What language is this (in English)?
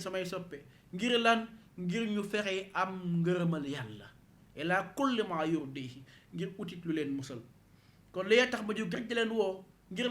Wolof